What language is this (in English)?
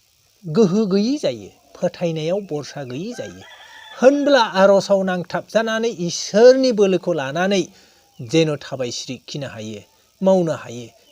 Bodo